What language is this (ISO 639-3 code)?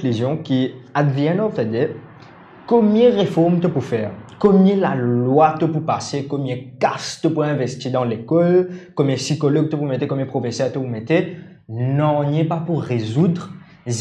mfe